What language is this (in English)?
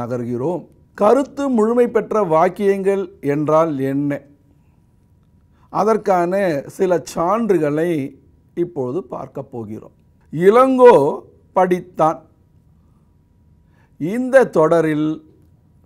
Tamil